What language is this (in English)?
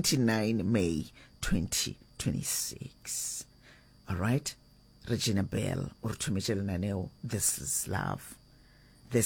Northern Sotho